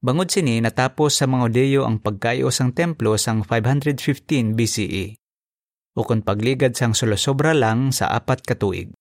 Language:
Hiligaynon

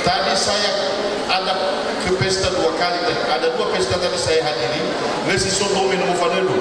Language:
Nias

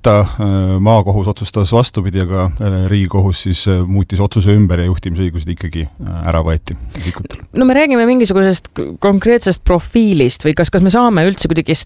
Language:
Estonian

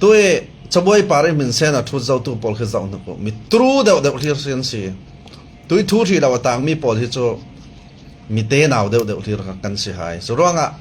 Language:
Falam Chin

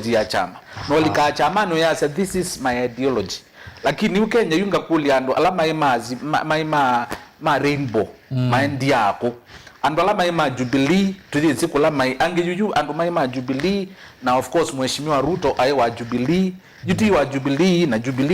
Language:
Kamba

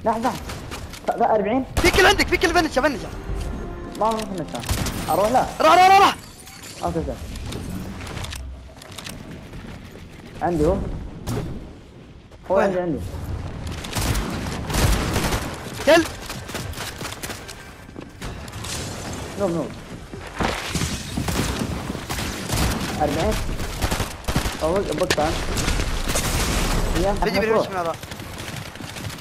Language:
Arabic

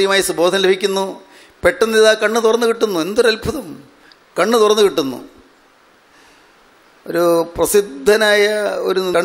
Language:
Malayalam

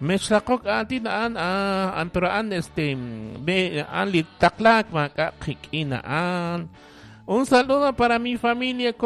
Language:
Kekchí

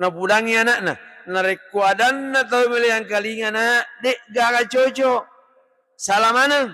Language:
Buginese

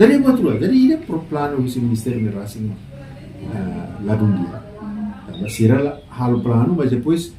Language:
Tetum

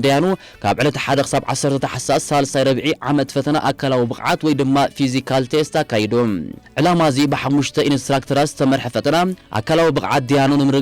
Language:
Tigrinya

